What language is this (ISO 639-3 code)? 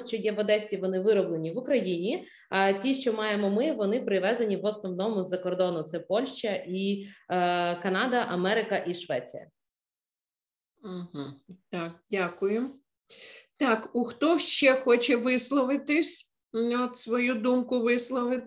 ukr